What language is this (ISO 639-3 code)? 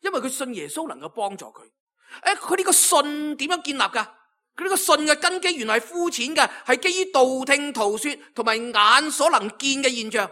yue